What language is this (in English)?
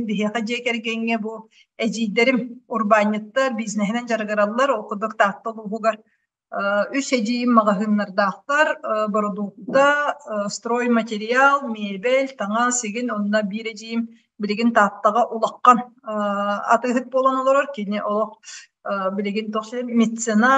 Yakut